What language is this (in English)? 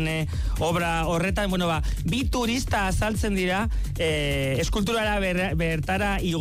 Basque